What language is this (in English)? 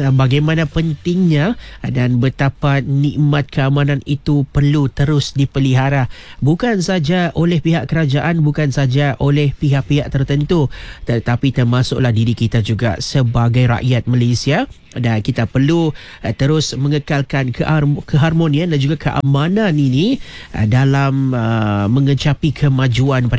Malay